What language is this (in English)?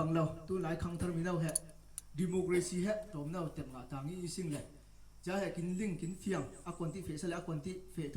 Falam Chin